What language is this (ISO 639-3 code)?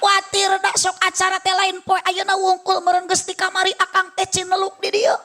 sun